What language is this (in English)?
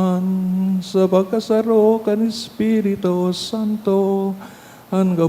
Bikol